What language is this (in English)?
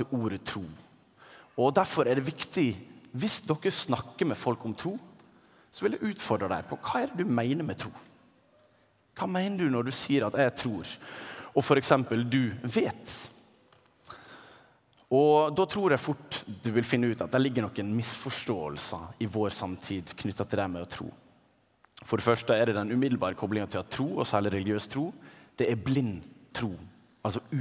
Norwegian